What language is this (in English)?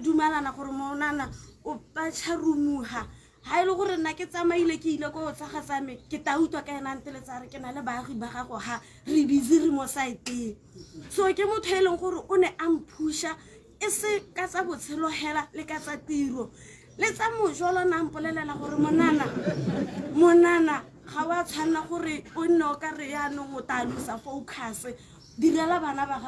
Tswana